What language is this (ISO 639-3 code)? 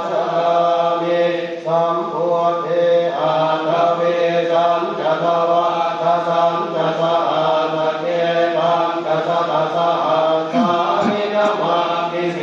pli